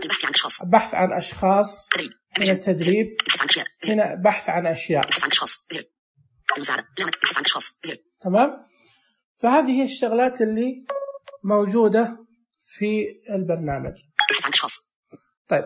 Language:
Najdi Arabic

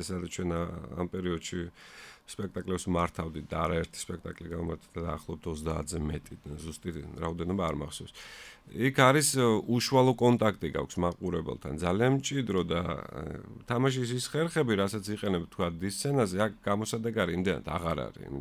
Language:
Georgian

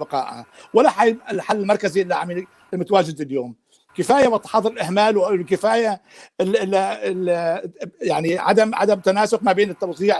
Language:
North Levantine Arabic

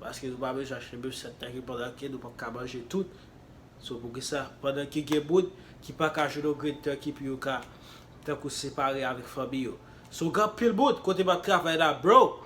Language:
Haitian Creole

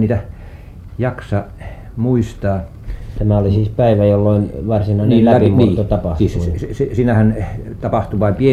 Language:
Finnish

